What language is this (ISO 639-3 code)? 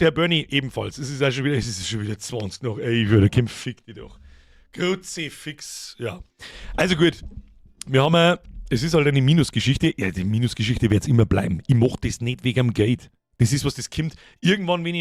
bar